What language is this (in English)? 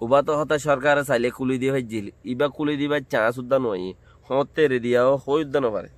Rohingya